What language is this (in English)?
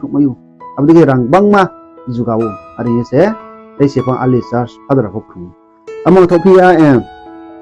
Riang (India)